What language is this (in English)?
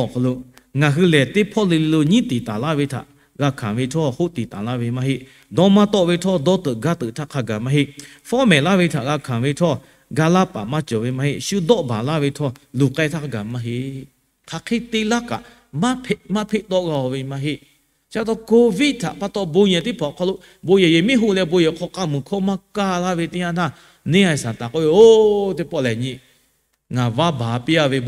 Lahu